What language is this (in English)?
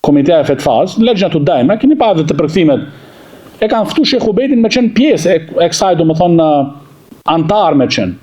Albanian